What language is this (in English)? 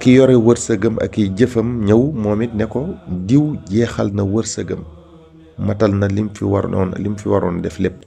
Wolof